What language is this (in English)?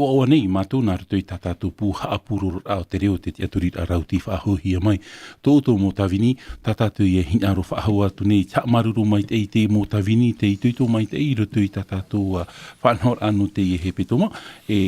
Tahitian